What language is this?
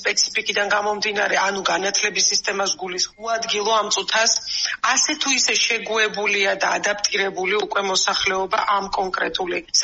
Georgian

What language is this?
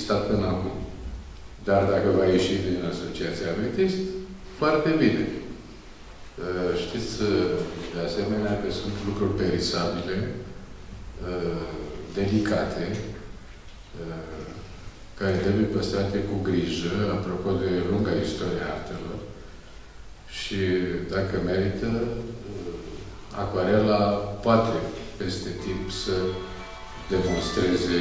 Romanian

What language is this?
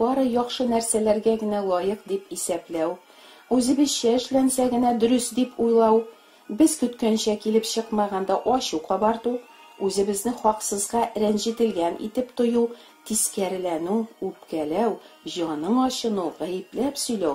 Tatar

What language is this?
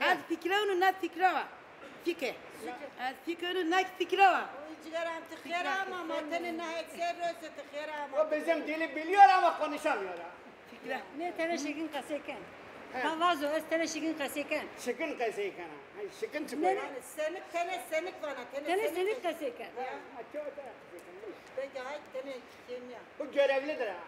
Zaza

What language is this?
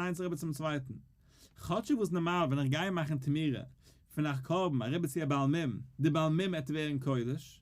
Yiddish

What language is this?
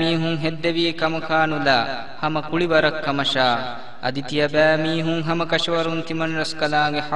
Divehi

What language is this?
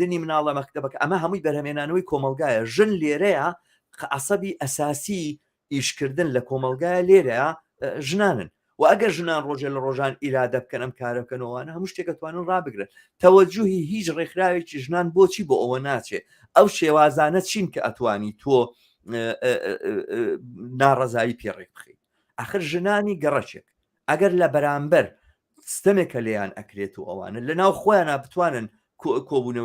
Central Kurdish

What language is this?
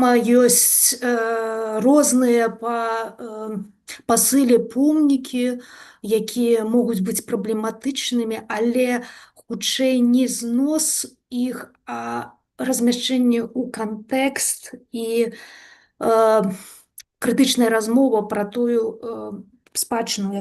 Belarusian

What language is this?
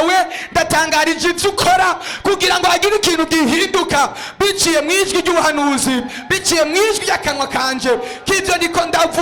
Rundi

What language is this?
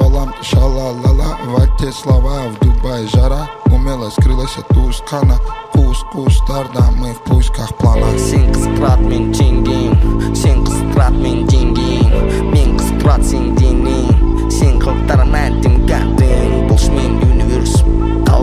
Kazakh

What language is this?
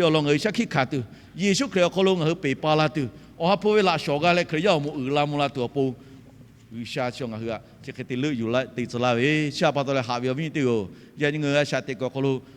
Lahu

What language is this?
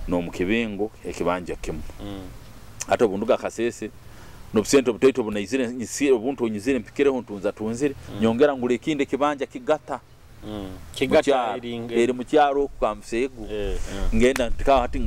Nyoro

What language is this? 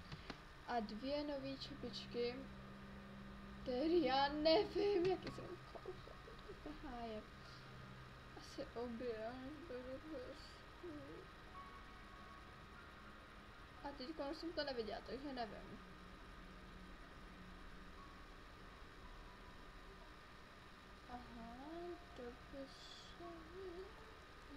Czech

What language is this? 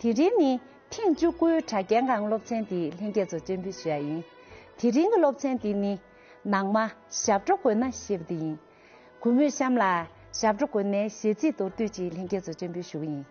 Tibetan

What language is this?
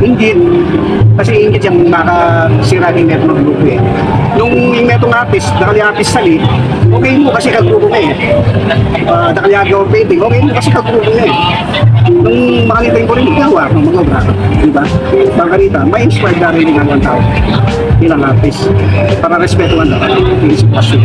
Pampanga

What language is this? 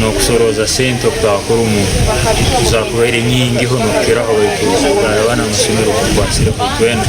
Nyankole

